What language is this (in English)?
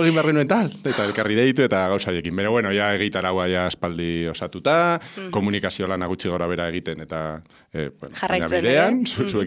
Basque